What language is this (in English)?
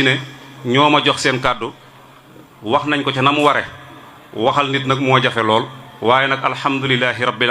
Wolof